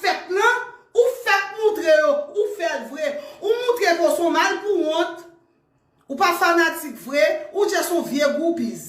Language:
Haitian Creole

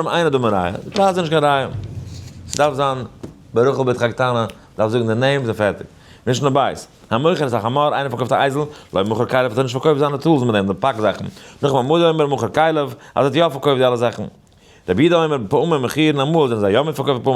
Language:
Yiddish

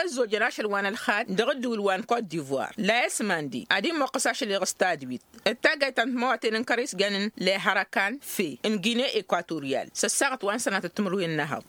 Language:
Tamasheq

